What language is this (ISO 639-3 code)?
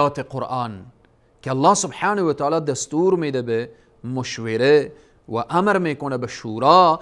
fas